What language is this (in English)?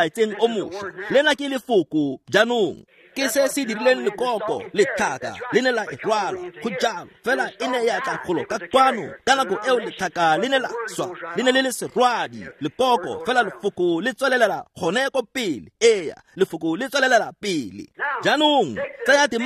Tswana